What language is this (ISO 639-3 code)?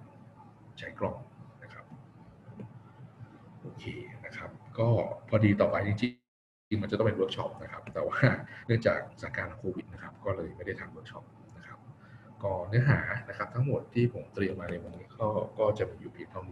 tha